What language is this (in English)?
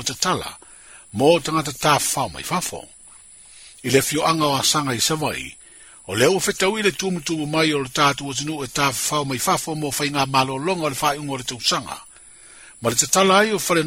Samoan